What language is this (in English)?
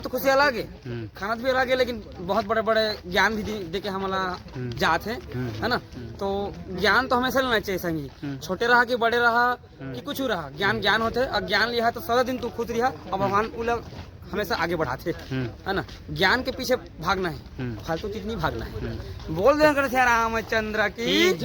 Chhattisgarhi